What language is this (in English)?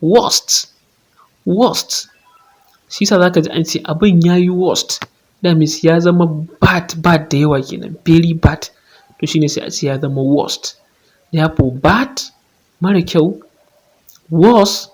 Hausa